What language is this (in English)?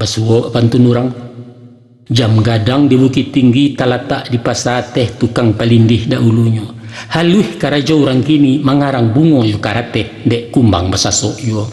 Minangkabau